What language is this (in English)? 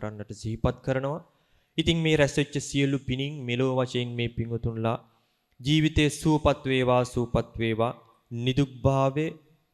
Sinhala